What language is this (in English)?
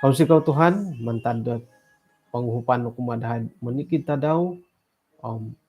Central Dusun